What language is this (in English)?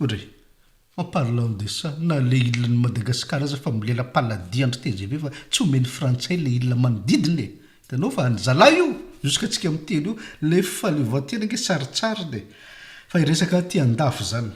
Malagasy